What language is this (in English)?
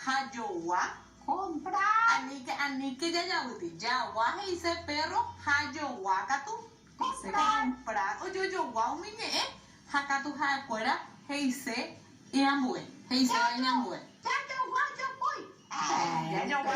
Guarani